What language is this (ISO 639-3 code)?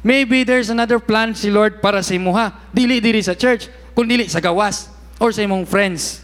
ceb